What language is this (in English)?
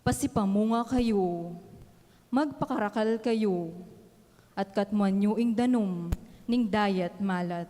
Pampanga